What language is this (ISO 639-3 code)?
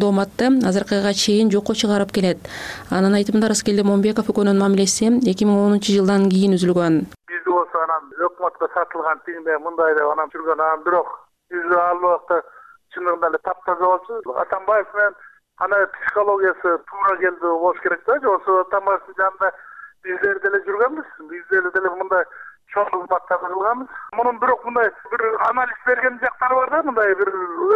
kir